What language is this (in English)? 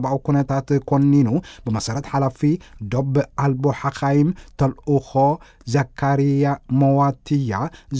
Tigrinya